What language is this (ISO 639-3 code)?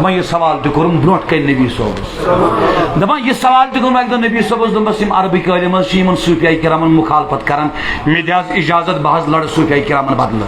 kas